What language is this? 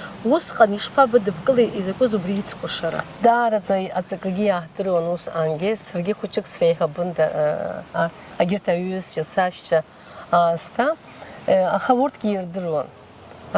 Abkhazian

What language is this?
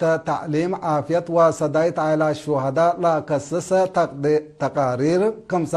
Tigre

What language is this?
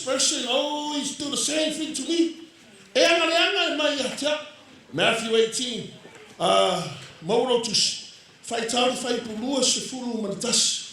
Samoan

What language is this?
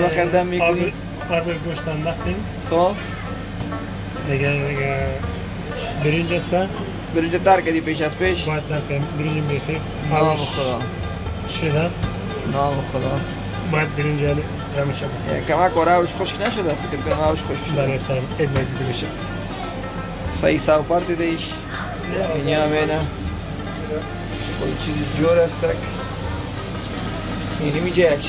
Persian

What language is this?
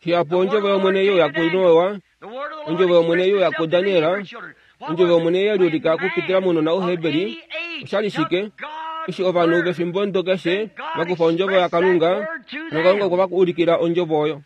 Kuanyama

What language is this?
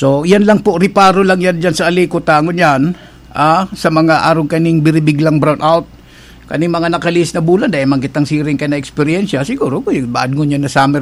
Bikol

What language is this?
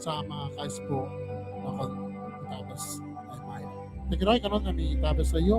Gilbertese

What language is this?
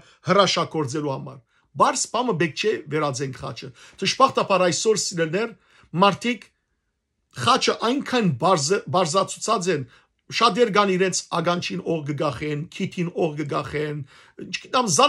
Western Armenian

